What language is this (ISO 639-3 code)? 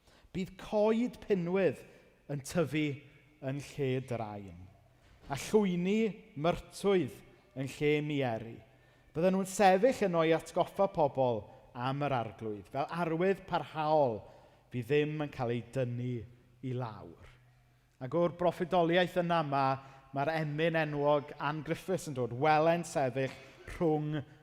cym